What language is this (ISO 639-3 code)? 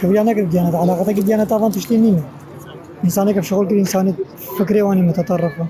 kur